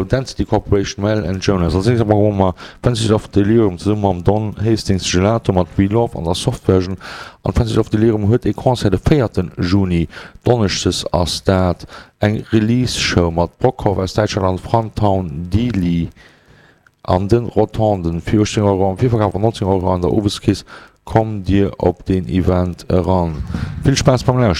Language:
Luxembourgish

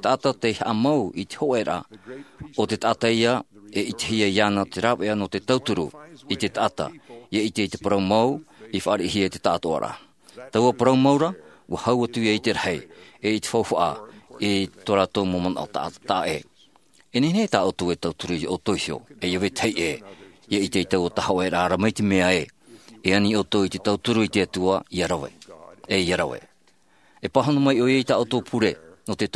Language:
Tahitian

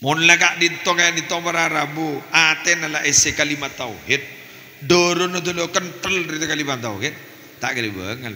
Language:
Madurese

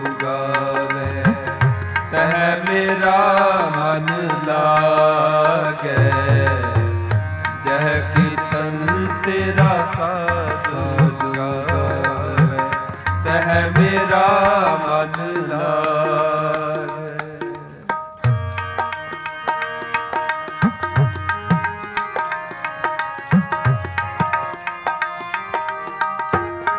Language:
Punjabi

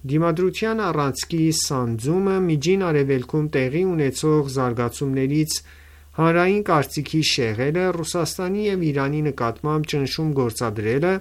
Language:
Armenian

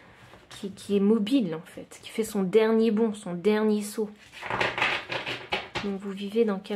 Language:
French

